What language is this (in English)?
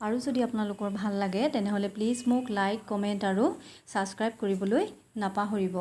Assamese